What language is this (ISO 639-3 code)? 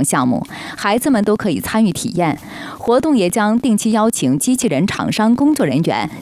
zho